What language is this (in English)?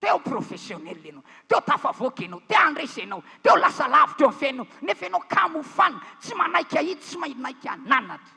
Malagasy